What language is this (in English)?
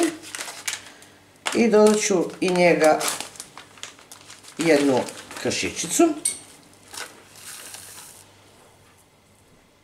Serbian